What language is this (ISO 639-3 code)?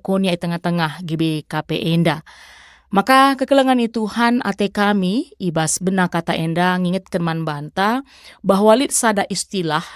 btx